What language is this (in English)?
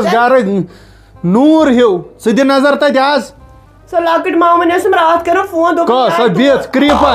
Kashmiri